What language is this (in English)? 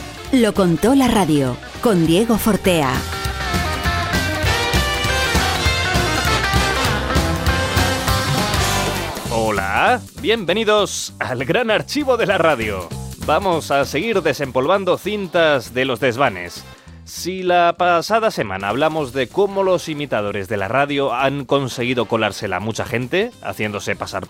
Spanish